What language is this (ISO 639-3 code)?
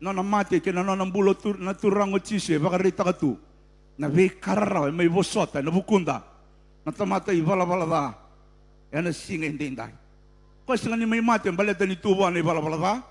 fij